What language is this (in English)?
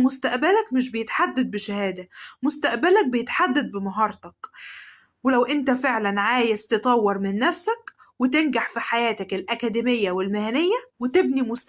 Egyptian Arabic